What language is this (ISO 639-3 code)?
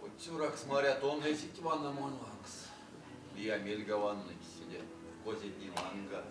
myv